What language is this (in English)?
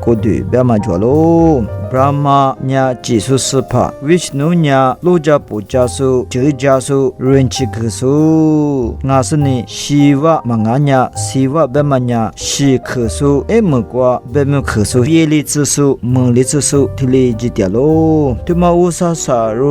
Lisu